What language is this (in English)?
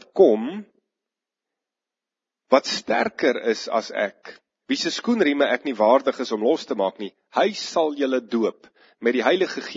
Afrikaans